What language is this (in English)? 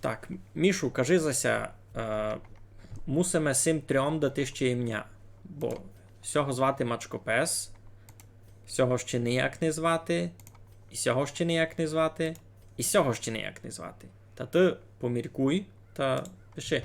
Rusyn